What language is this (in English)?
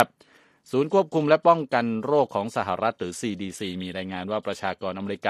Thai